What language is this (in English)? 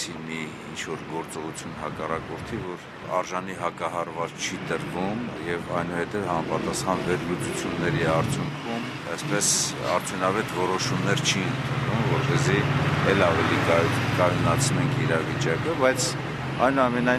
Armenian